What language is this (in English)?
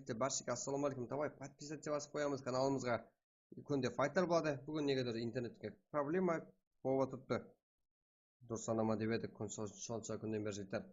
Kara-Kalpak